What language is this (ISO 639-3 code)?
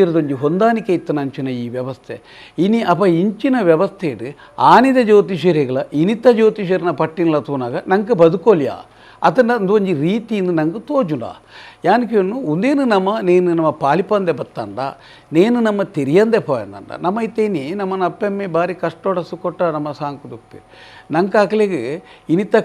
tcy